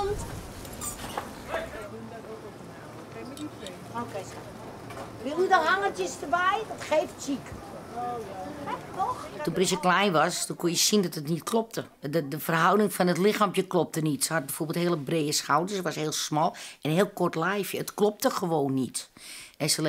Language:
Dutch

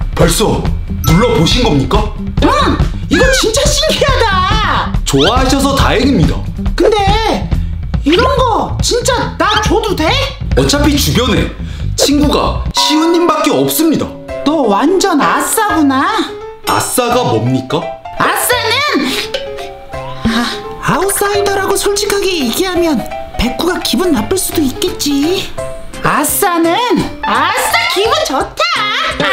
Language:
Korean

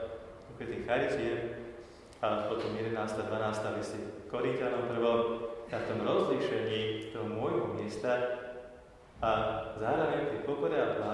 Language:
Slovak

